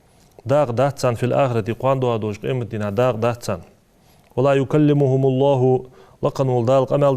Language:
Ingush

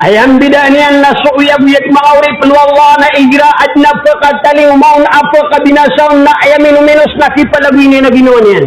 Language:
Maranao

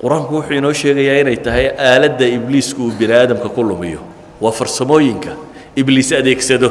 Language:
Somali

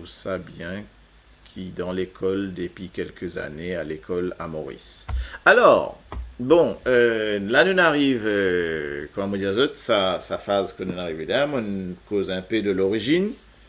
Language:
Morisyen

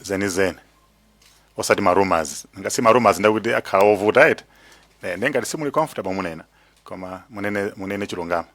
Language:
Nyanja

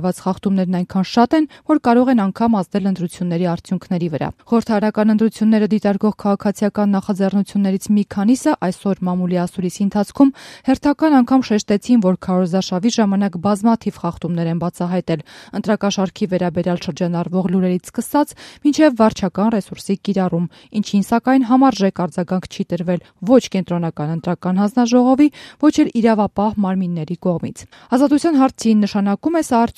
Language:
Armenian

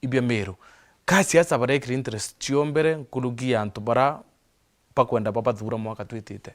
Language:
Meru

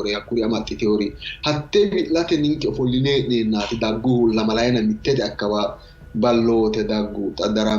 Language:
Sidamo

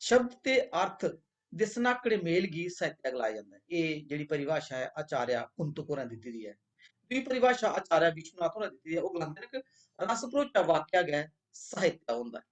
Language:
Dogri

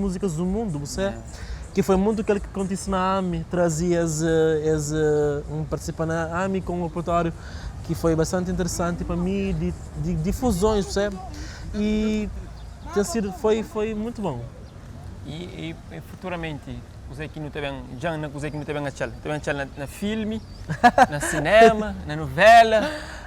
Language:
Kabuverdianu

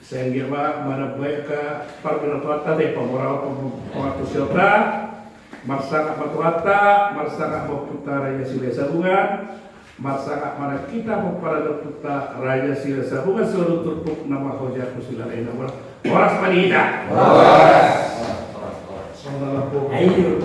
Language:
Batak Toba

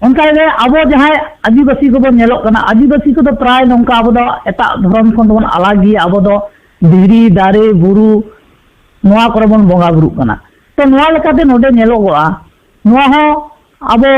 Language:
Santali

